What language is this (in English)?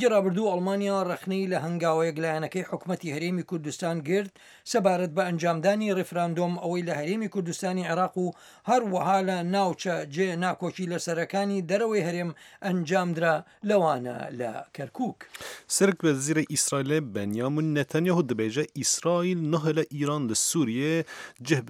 Central Kurdish